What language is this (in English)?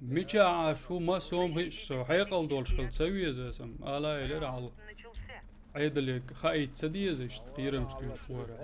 Chechen